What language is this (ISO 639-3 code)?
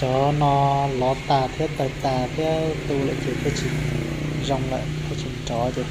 hmn